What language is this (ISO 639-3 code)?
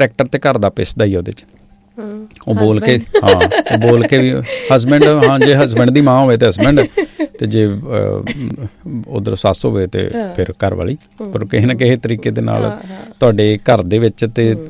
pan